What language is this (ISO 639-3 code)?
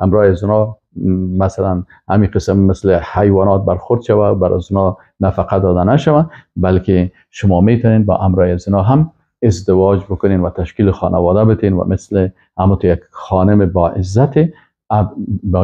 fas